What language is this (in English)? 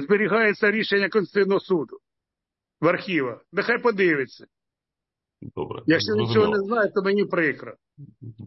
Ukrainian